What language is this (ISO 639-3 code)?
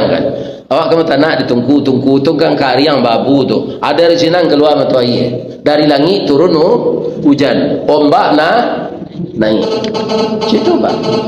min